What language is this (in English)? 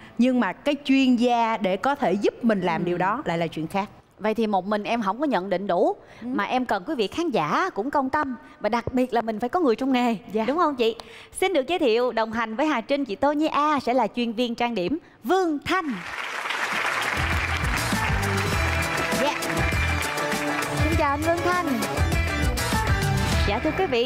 Vietnamese